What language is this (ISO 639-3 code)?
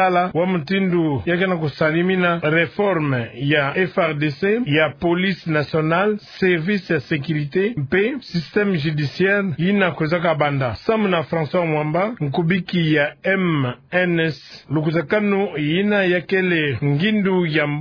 ktu